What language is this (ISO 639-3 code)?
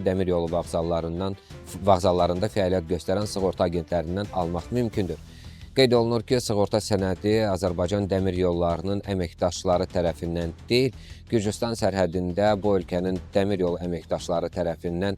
aze